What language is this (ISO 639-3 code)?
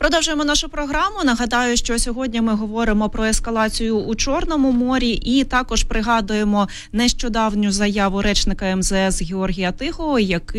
ukr